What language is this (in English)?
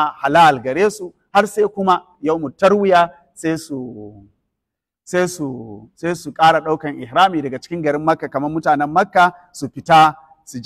Hausa